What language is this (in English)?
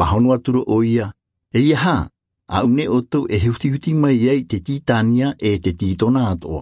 Tahitian